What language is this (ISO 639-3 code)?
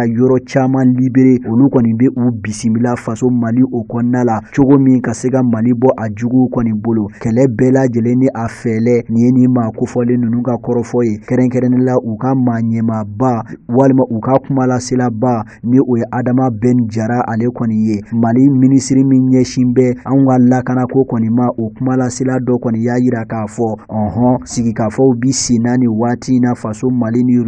bam